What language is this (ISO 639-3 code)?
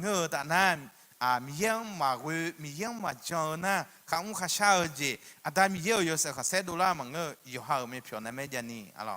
ahk